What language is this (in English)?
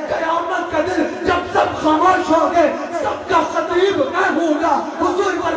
Urdu